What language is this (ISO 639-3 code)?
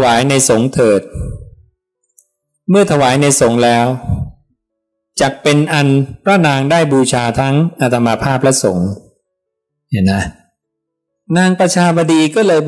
tha